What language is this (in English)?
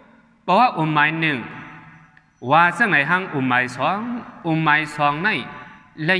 Shan